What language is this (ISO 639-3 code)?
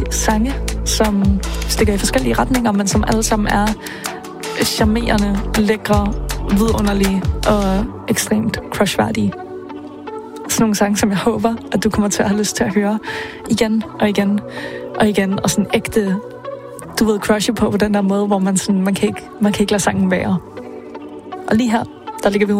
dan